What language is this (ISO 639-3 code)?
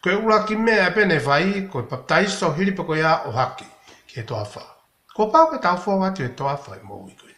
ton